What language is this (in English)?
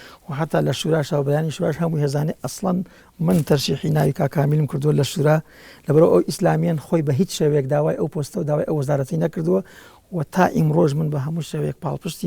Central Kurdish